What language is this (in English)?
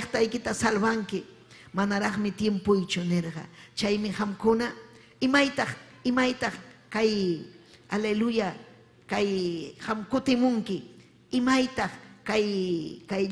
Ayacucho Quechua